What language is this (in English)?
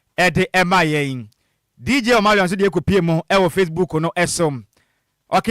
Akan